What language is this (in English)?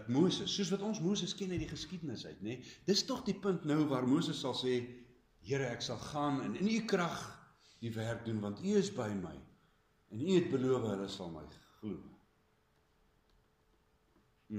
Afrikaans